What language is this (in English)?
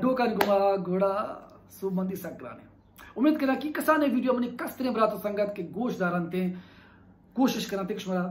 Baluchi